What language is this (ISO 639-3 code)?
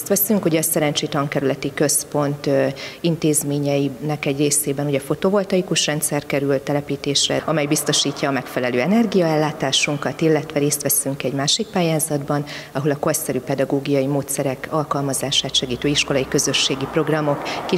hun